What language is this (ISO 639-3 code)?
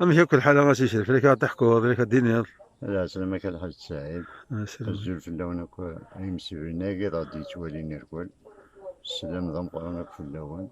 kab